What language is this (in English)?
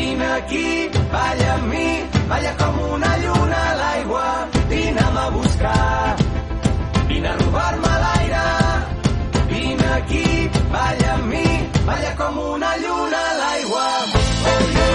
Catalan